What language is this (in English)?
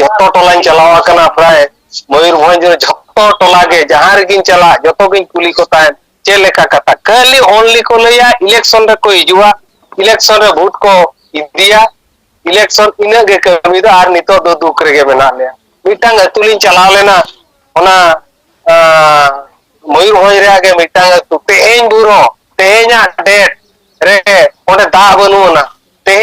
Santali